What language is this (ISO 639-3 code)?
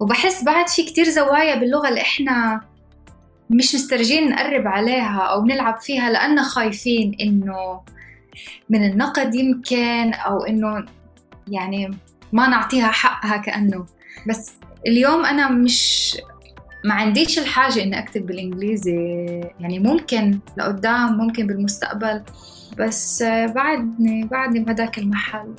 apc